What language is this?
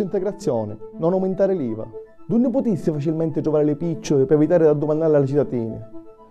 Sicilian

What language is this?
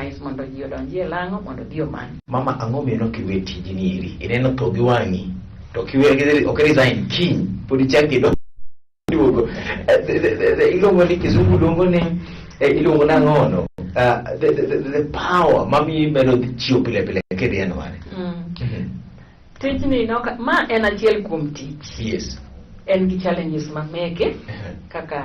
Luo (Kenya and Tanzania)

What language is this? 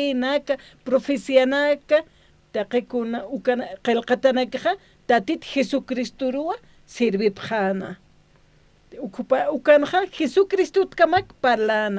Aymara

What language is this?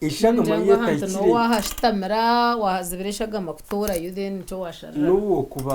Nyankole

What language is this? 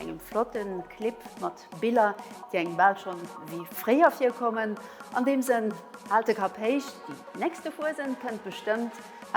Luxembourgish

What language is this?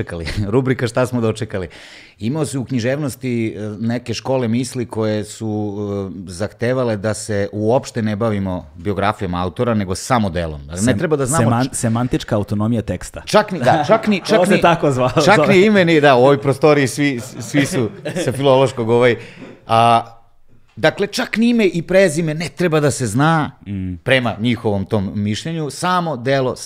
Serbian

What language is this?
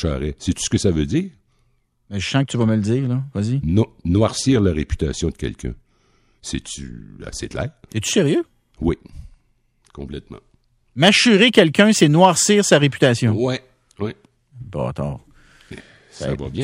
French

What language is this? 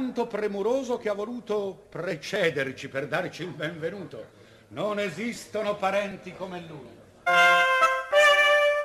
Italian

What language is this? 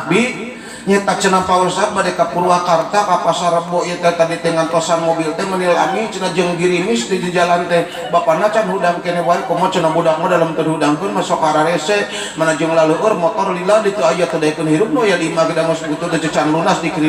Sundanese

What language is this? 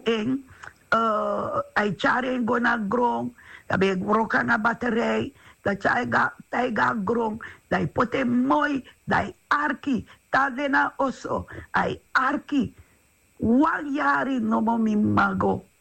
Sranan Tongo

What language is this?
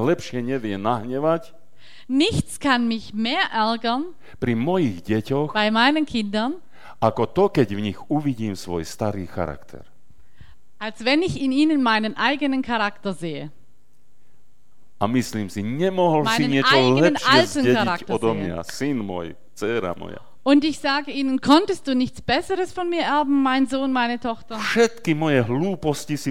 Slovak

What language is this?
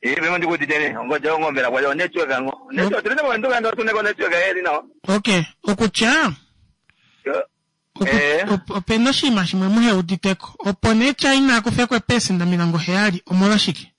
Kuanyama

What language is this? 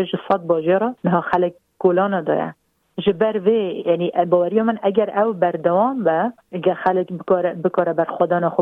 Kurdish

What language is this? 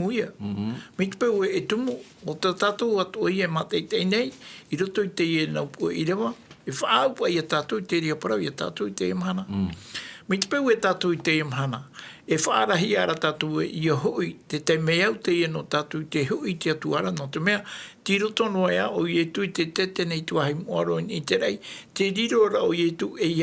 Tahitian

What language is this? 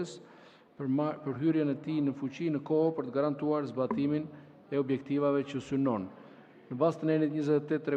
Albanian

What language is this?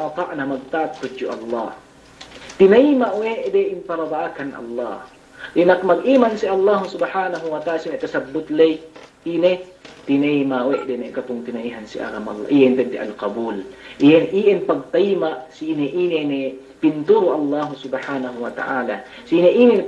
Yakan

